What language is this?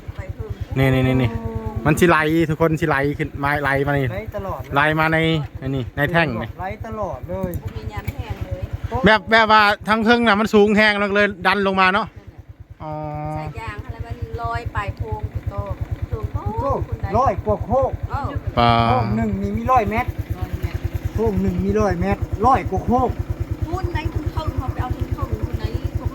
Northeastern Thai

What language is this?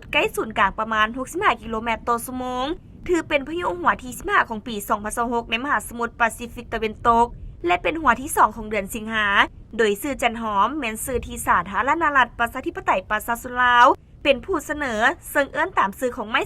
Lao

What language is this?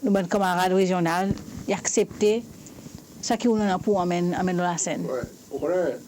Seselwa Creole French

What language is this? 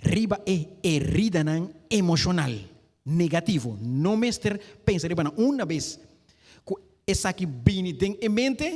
Papiamento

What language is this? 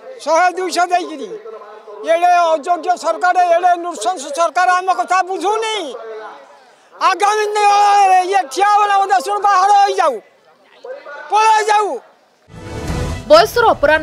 Odia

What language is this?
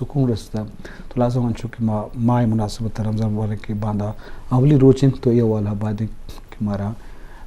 Eastern Balochi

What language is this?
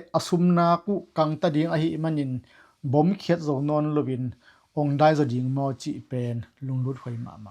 Tedim Chin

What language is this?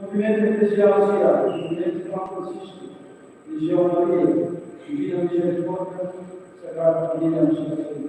Tetum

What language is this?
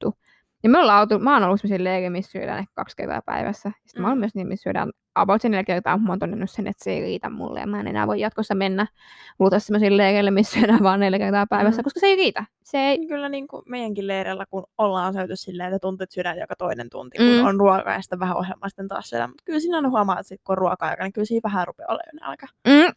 Finnish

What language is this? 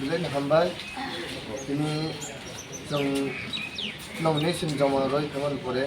Kok Borok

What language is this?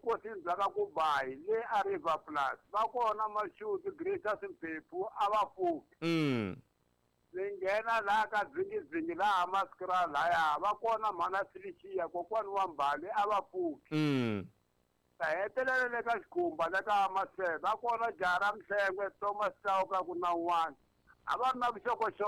Tsonga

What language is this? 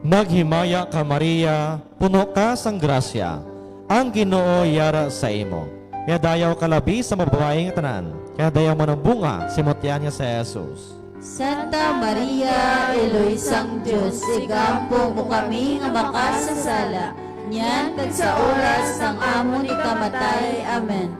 Hiligaynon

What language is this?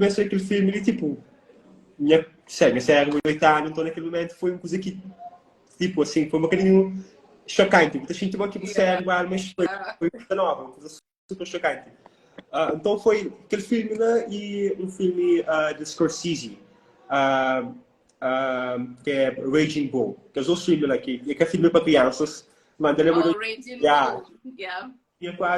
Kabuverdianu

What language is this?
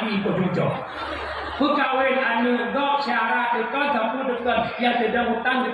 Achinese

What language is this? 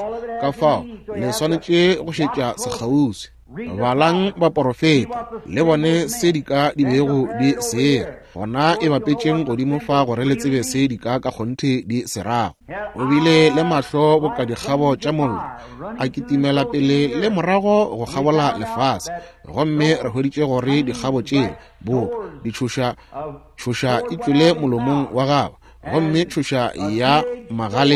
Northern Sotho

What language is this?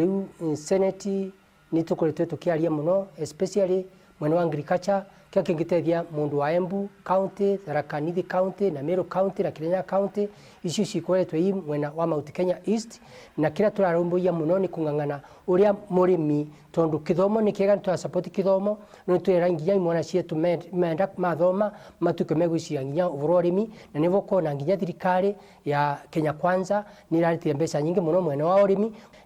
Meru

